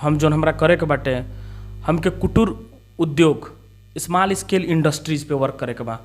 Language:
Bhojpuri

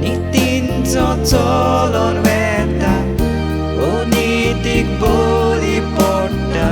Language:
Konkani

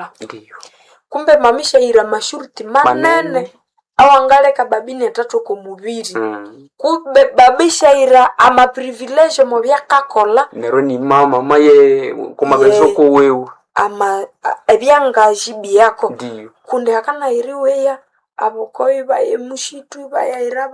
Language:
Nande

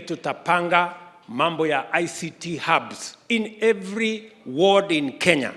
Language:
Gusii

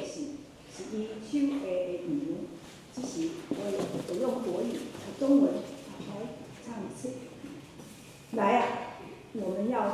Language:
Min Nan Chinese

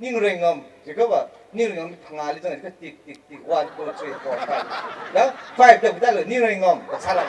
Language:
Tangkhul Naga (India)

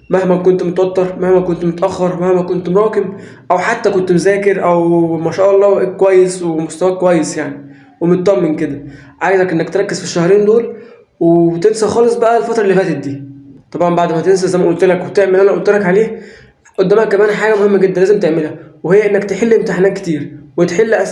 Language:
Egyptian Arabic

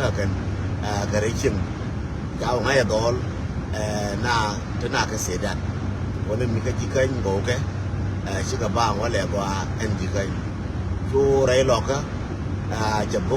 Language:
Nuer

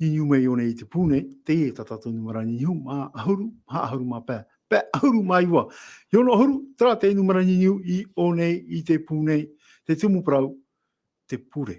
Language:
Tahitian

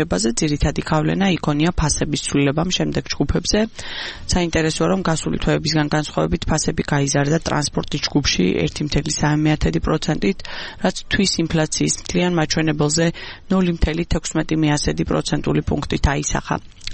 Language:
Georgian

